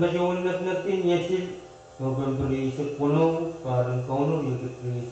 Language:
Pohnpeian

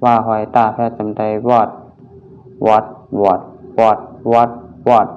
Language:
Shan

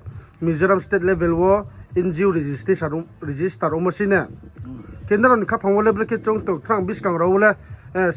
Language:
Riang (India)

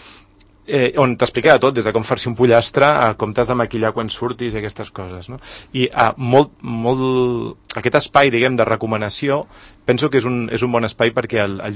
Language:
Catalan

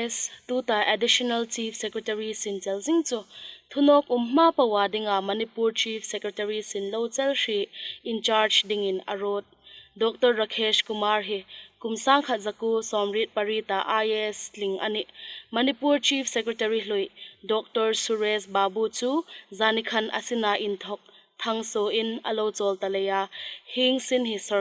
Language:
Hmar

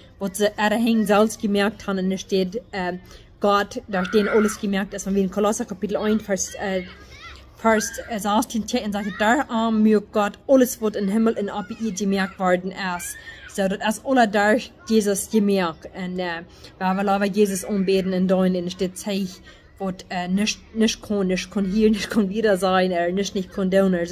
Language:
Plautdietsch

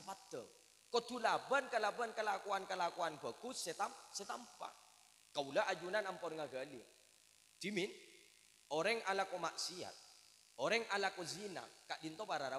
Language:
Madurese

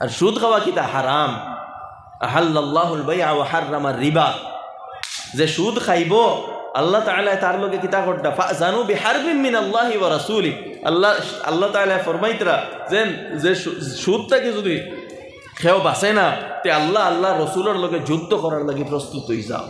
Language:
Sylheti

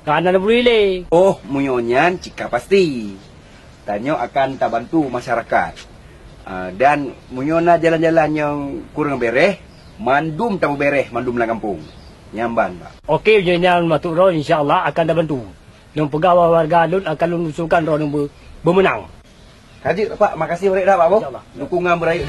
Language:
Achinese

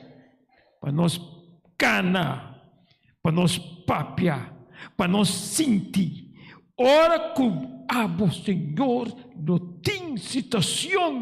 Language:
Papiamento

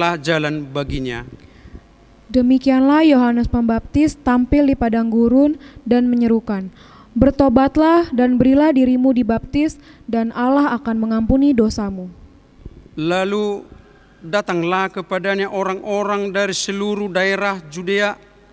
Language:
Indonesian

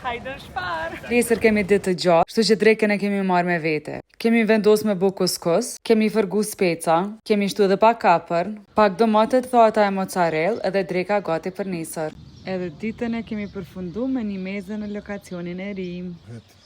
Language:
Albanian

